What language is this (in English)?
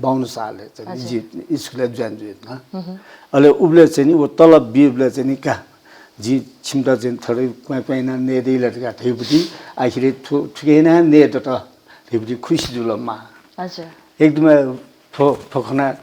Newari